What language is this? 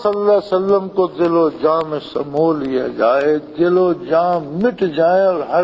Urdu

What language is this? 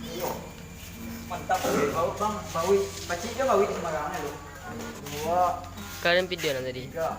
Minangkabau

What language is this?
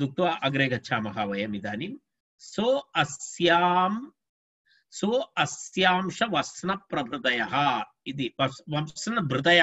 Sanskrit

